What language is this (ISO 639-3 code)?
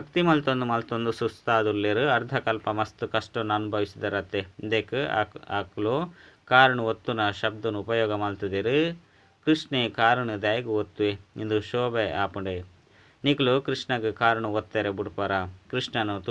tcy